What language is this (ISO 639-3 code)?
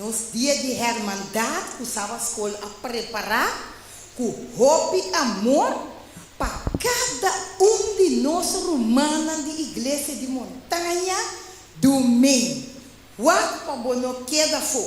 pap